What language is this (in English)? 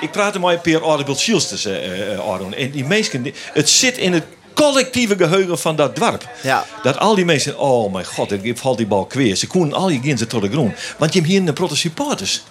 Western Frisian